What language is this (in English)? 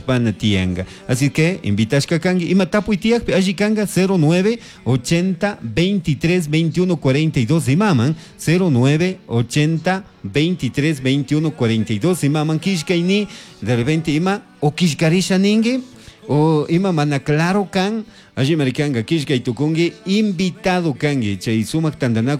Chimborazo Highland Quichua